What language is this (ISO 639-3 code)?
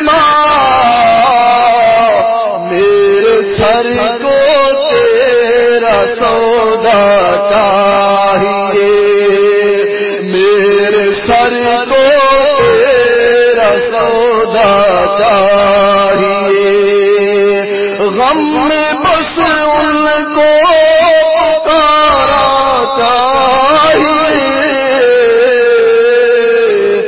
urd